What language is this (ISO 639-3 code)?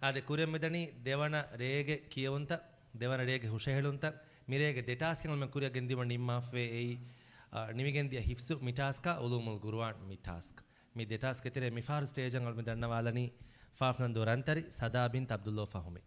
div